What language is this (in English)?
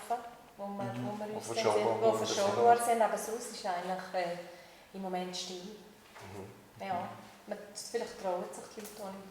Swiss German